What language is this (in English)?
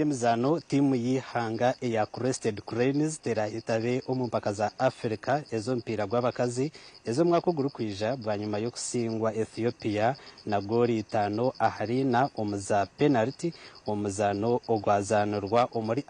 Nyankole